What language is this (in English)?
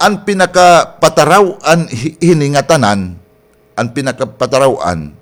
Waray